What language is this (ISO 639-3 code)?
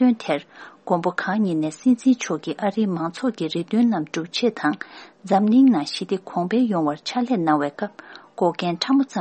bod